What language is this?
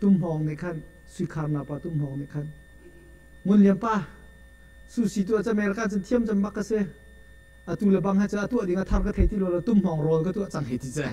Hakha Chin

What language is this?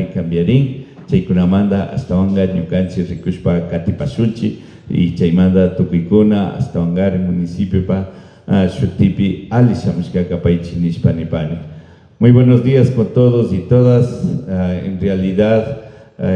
Imbabura Highland Quichua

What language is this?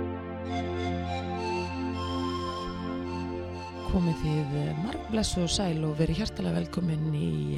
Icelandic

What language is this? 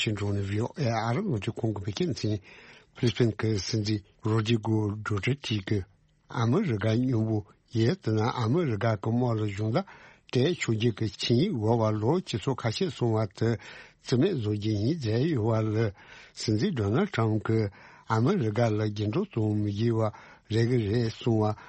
Tibetan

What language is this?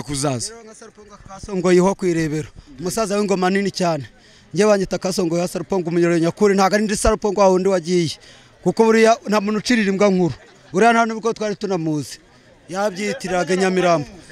Kinyarwanda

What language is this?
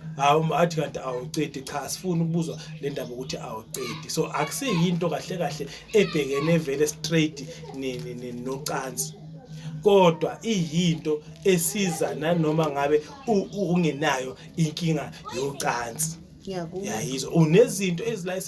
Zulu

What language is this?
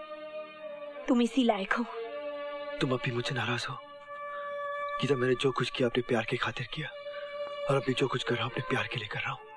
Hindi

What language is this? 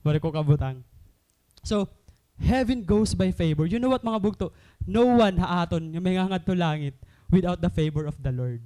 Waray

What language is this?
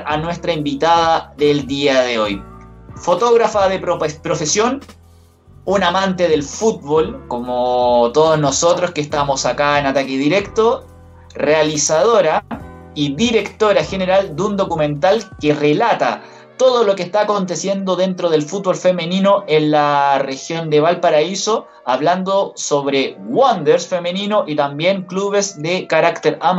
Spanish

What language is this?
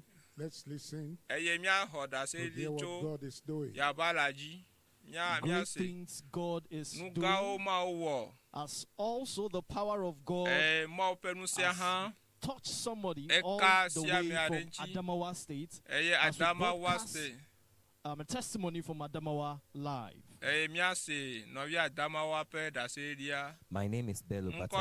Ewe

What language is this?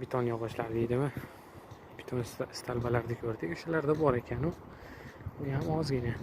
Uzbek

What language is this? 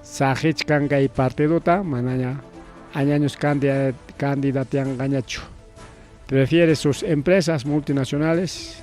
Ayacucho Quechua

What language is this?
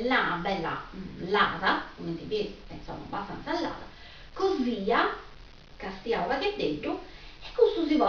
Sardinian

